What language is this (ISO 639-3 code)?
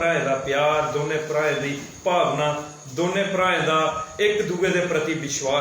doi